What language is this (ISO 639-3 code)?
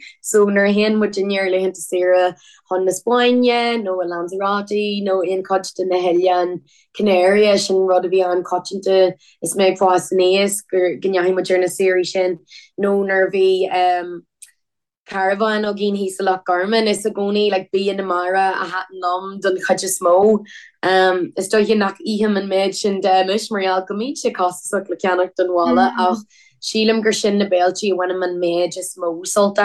gle